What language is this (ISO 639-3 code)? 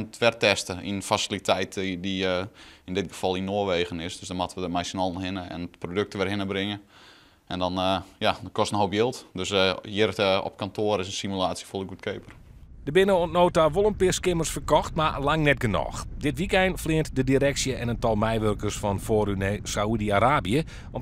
fry